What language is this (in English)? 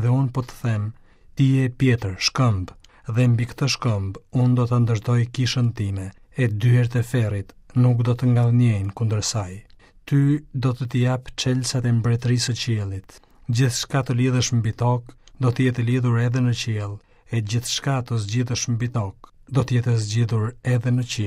Albanian